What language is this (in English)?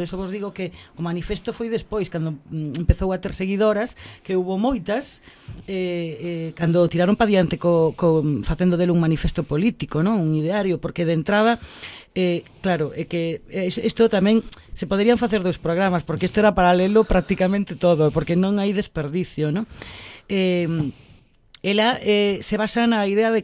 Galician